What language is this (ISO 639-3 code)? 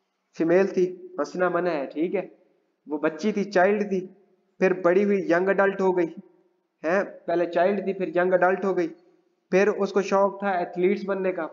hin